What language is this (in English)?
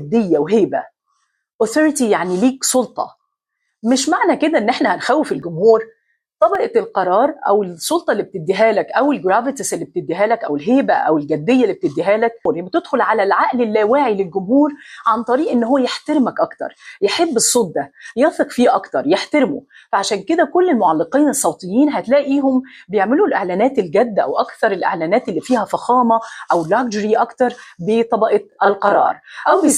Egyptian Arabic